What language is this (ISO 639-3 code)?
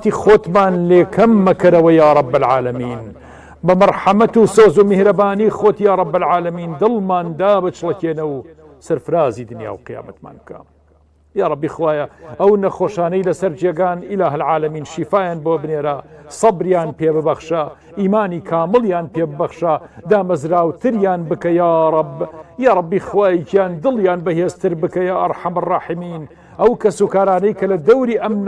ckb